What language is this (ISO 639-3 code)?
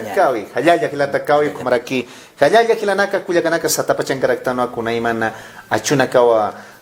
aym